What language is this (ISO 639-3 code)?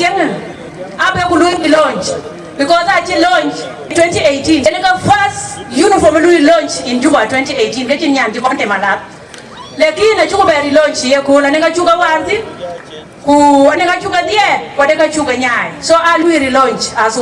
din